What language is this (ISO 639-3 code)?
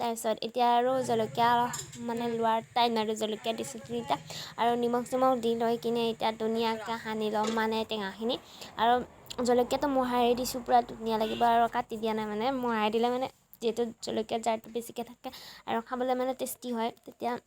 asm